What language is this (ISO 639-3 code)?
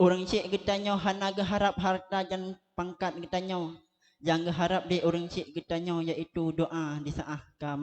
ace